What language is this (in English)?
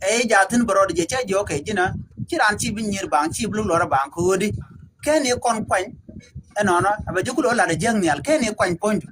Nuer